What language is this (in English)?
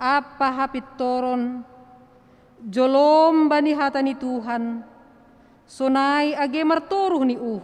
Batak Simalungun